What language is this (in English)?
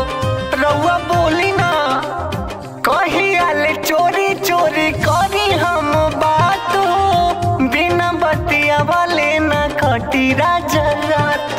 Bhojpuri